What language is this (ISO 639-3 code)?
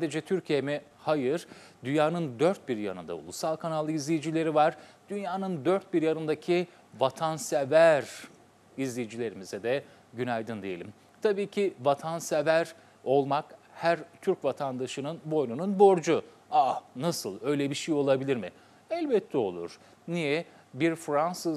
tur